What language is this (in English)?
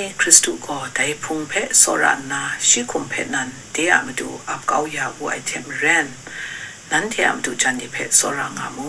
Kachin